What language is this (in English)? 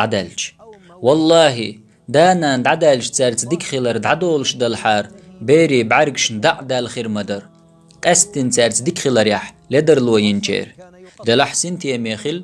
Chechen